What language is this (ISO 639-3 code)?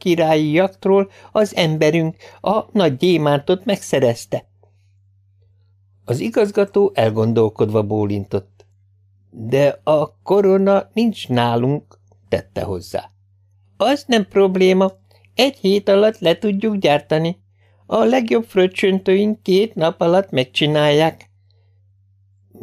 hun